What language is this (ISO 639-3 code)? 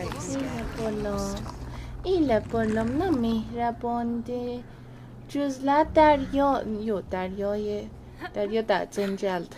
azb